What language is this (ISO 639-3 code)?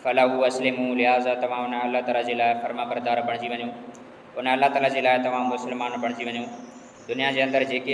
snd